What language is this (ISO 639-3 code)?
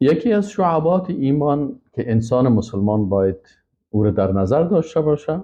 fas